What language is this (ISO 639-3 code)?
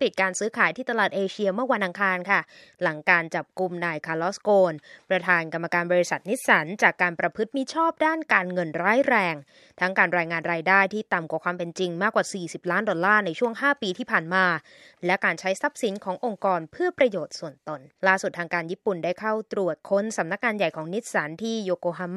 tha